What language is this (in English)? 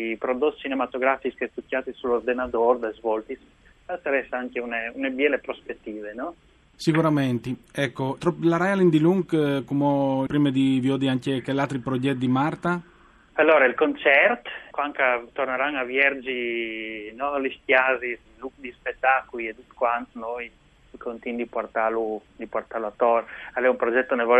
Friulian